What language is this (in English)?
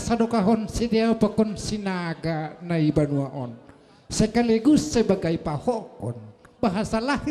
Batak Simalungun